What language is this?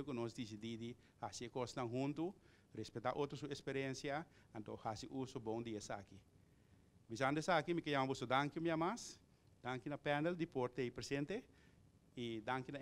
Papiamento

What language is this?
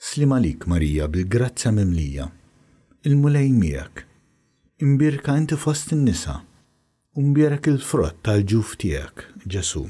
Maltese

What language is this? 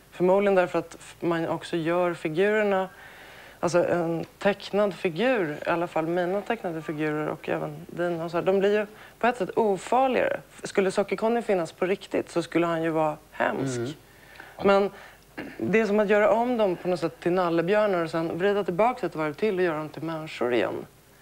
Swedish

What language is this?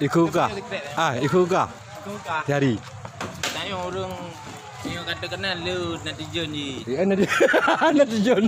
Achinese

